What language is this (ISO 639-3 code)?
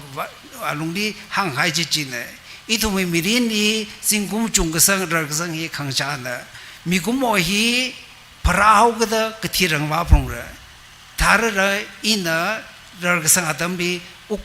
nmf